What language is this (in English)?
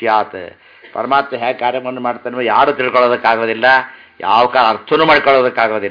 Kannada